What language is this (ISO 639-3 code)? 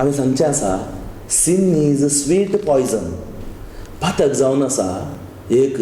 kok